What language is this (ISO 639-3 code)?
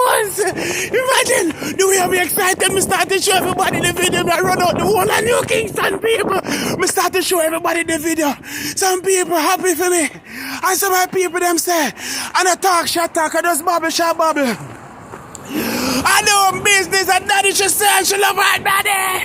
jam